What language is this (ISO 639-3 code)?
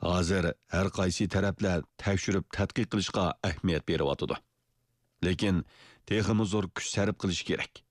uig